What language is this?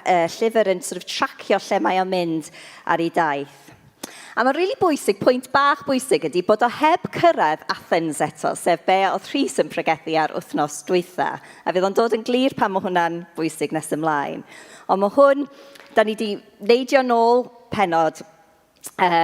Welsh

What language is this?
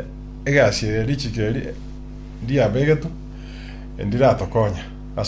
Gusii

